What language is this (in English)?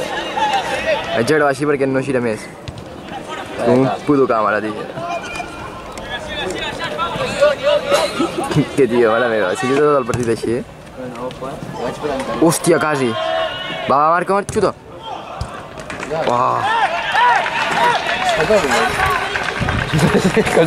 Catalan